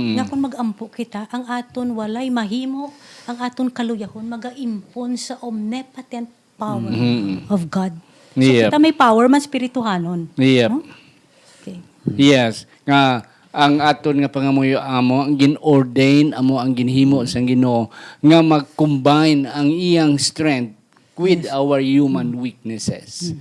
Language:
Hiligaynon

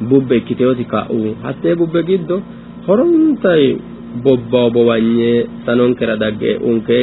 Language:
Sidamo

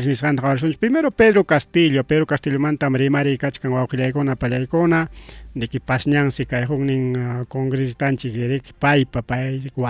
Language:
Ayacucho Quechua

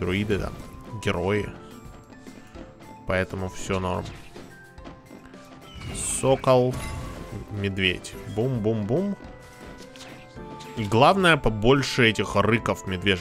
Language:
Russian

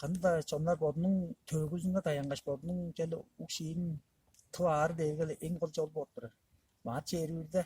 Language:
Tuvinian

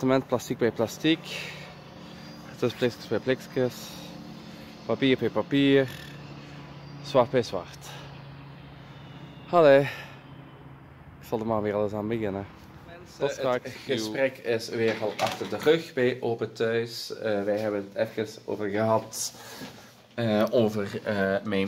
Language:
Dutch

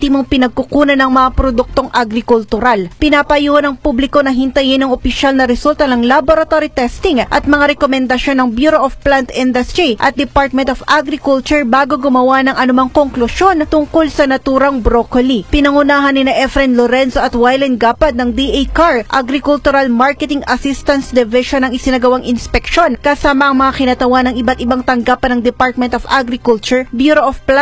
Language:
Filipino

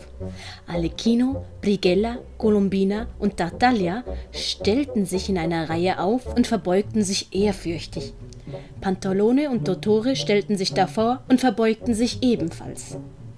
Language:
Swiss German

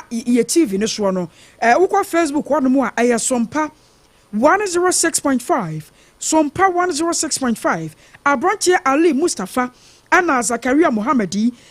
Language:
Akan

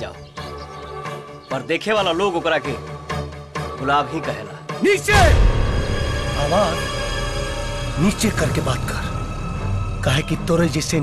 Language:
Bhojpuri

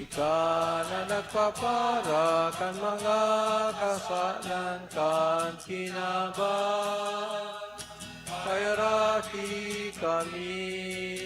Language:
Bikol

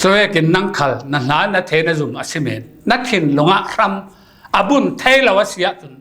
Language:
Falam Chin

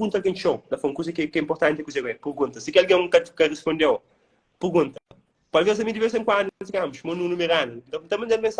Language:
Kabuverdianu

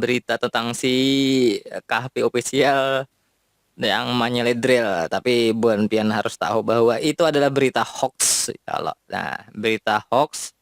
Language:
Banjar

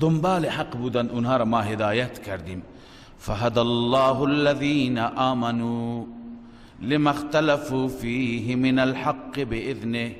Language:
Persian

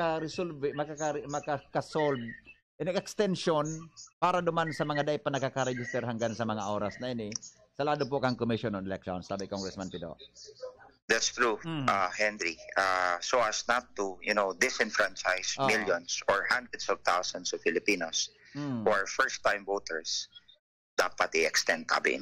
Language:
Bikol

